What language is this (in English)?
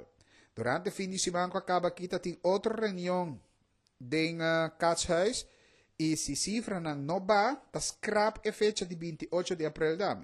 Papiamento